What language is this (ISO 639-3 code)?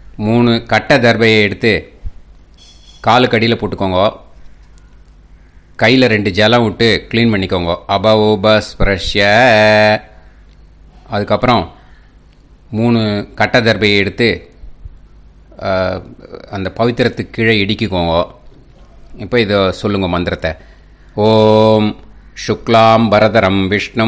tam